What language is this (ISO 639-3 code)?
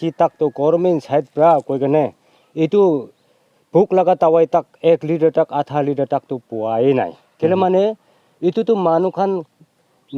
nag